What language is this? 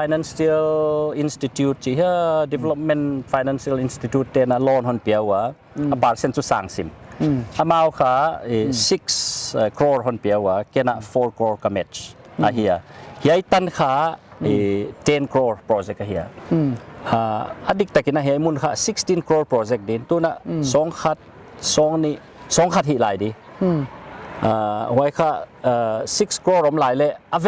Paite Chin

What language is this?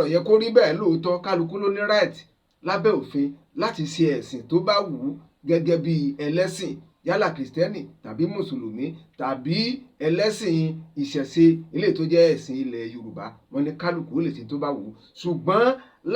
Yoruba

